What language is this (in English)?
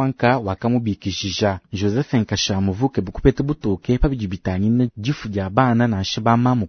Luba-Lulua